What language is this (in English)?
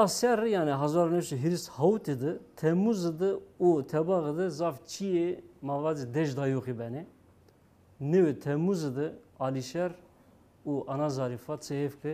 Zaza